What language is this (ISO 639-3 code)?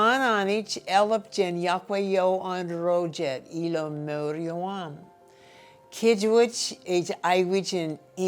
mah